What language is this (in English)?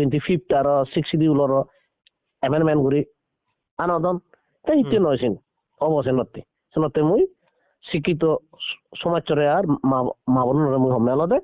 Chakma